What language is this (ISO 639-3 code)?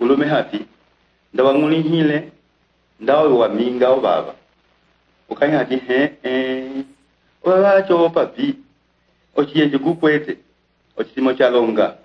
umb